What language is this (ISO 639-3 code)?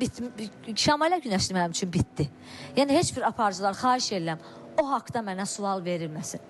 aze